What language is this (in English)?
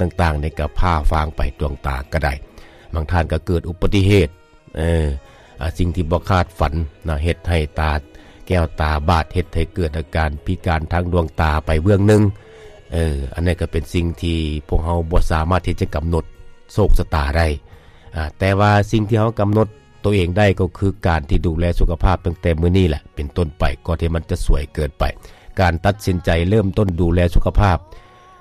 Lao